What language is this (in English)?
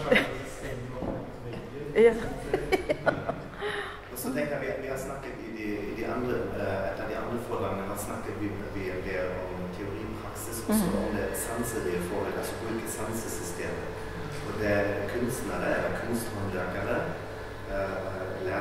Norwegian